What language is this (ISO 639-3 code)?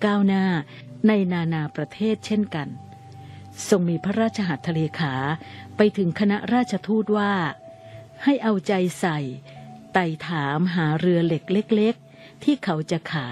tha